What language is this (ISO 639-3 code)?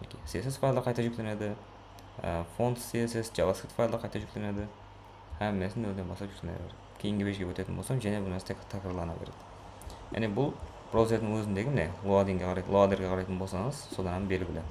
kaa